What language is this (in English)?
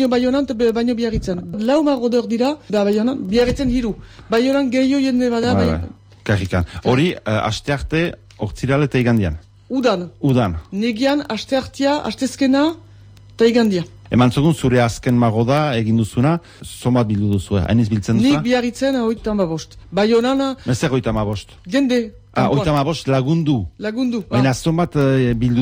Basque